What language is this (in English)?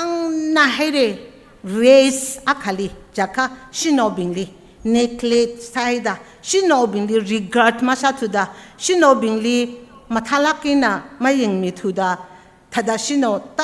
Tangkhul Naga (India)